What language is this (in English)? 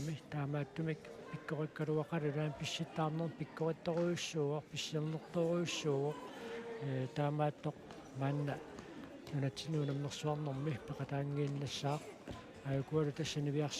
Kalaallisut